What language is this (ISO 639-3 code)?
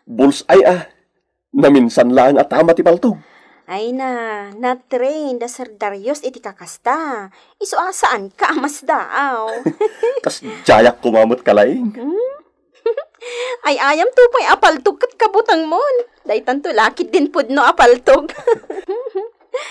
ilo